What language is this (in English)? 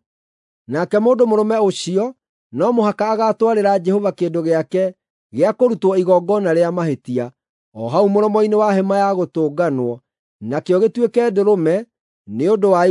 Kikuyu